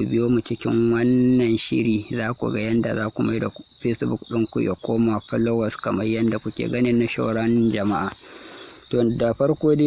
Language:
Hausa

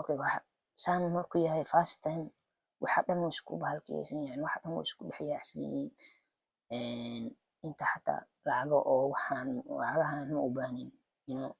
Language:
Somali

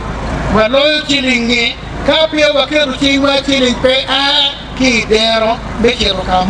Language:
Acoli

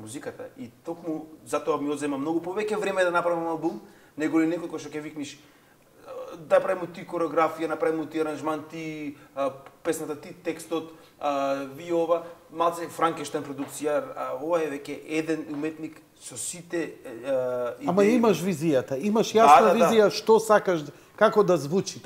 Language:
Macedonian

